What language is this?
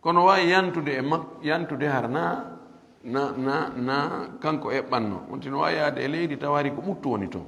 Fula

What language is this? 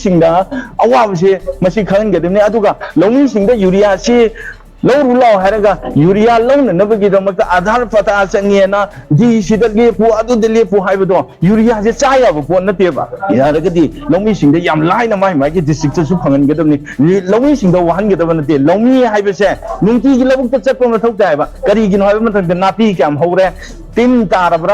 Manipuri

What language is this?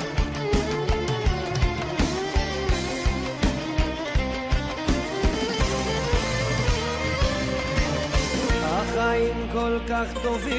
Hebrew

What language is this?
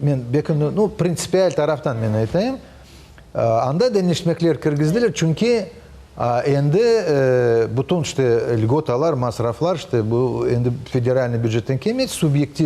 Crimean Tatar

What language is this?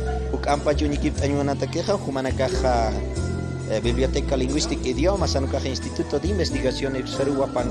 Aymara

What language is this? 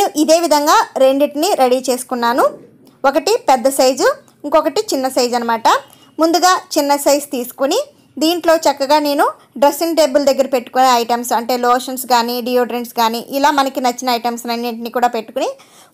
Telugu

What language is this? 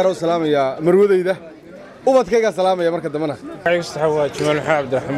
Somali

